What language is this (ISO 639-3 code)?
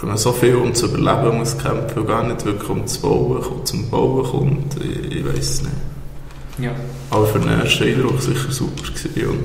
gsw